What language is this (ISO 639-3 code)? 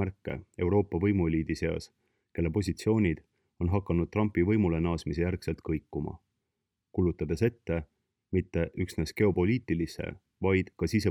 est